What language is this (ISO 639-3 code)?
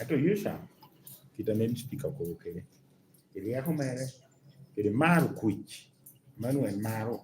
laj